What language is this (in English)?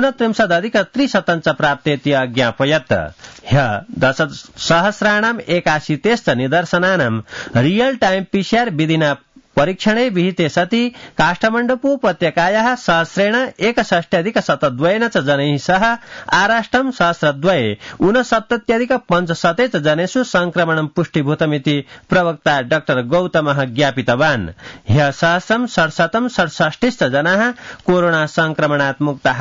Sanskrit